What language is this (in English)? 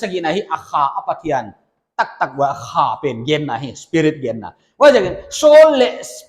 Paite Chin